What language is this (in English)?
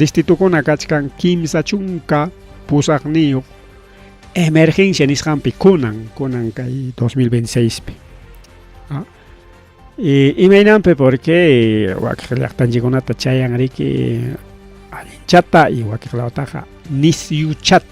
Ayacucho Quechua